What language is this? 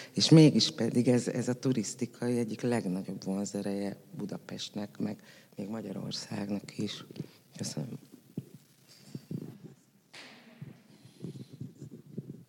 Hungarian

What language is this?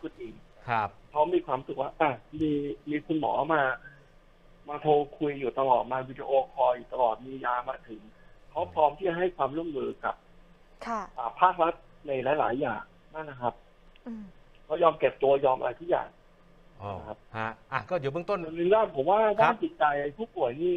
Thai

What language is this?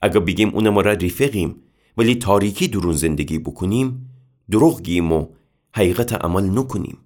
Gilaki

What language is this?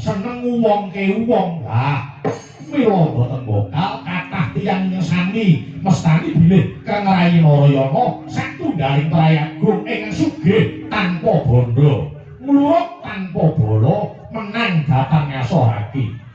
Javanese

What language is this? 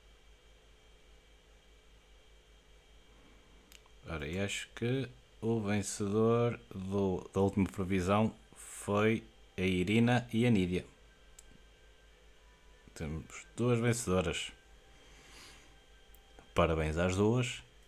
Portuguese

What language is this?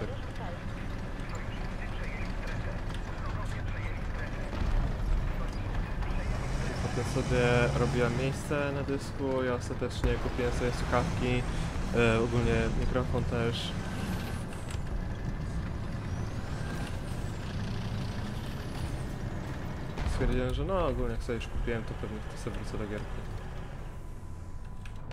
Polish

